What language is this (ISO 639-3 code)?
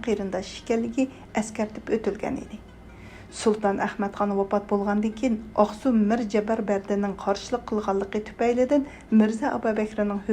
uig